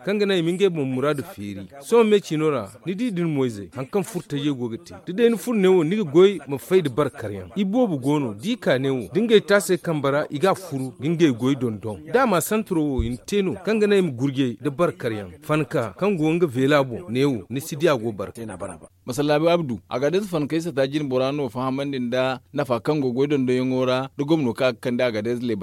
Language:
Zarma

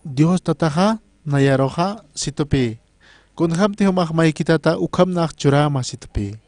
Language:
Aymara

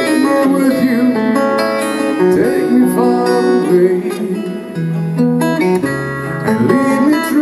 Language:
English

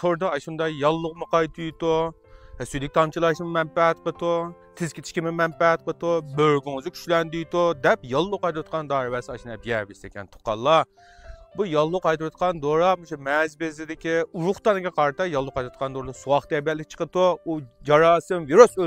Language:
Uyghur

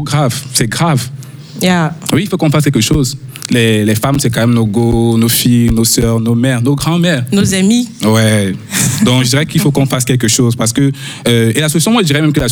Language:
French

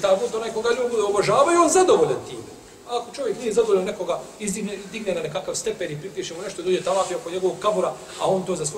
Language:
Bosnian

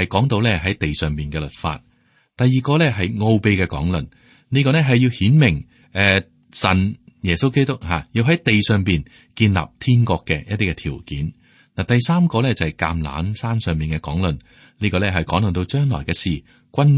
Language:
Cantonese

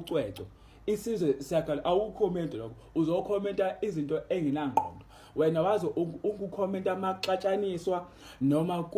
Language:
Zulu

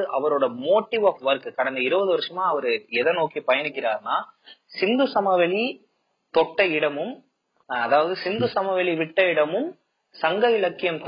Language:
Tamil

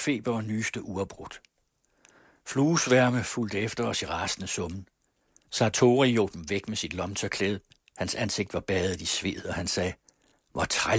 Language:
Danish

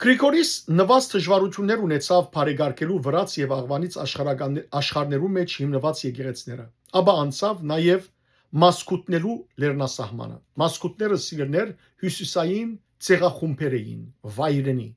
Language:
Western Armenian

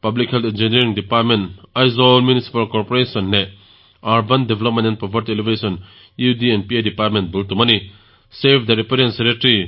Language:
Mizo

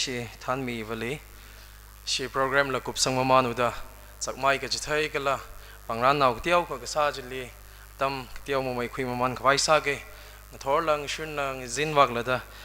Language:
Tangkhul Naga (India)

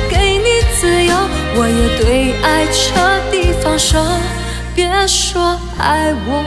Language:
Chinese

